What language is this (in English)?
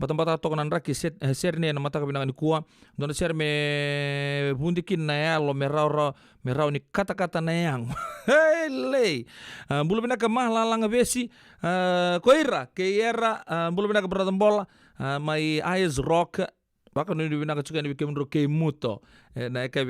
Fijian